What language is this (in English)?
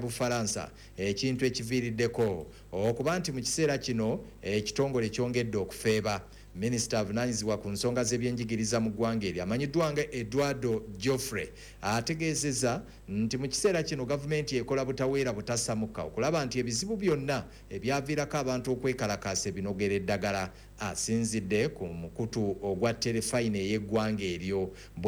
Ganda